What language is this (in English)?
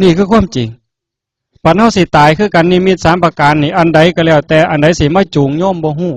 Northeastern Thai